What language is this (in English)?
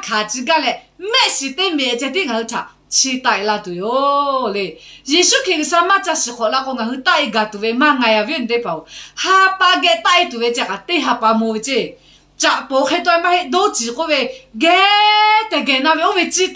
Lahu